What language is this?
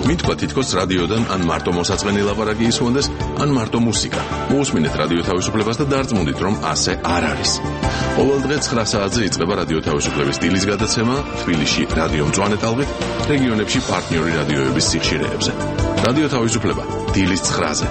Georgian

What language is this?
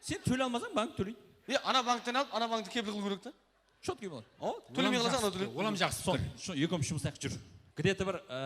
Kara-Kalpak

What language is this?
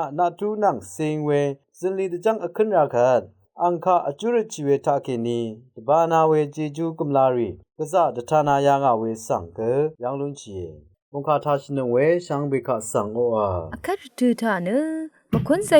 Rawang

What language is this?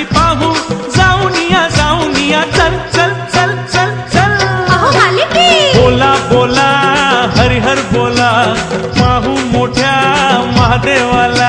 Marathi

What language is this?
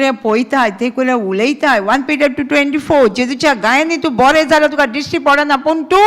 Konkani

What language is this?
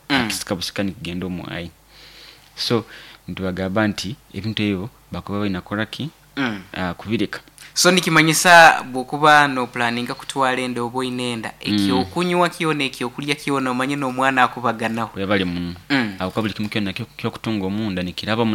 Nyoro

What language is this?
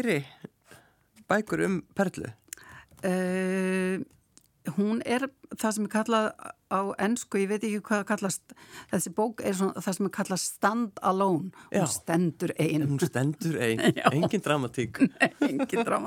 Icelandic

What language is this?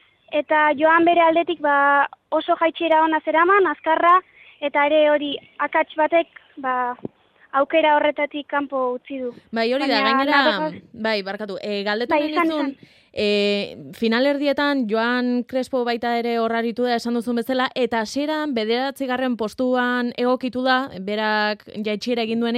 Basque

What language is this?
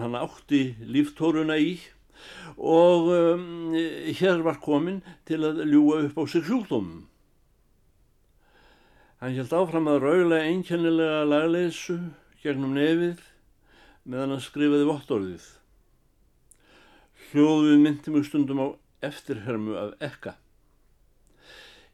Icelandic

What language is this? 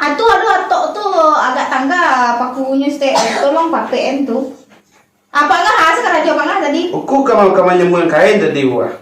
Minangkabau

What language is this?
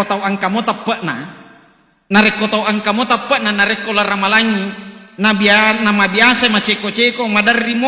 Buginese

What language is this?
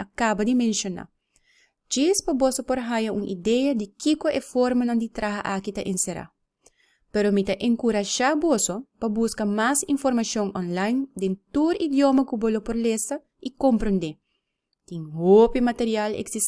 Papiamento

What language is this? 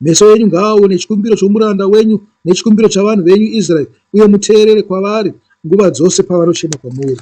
Shona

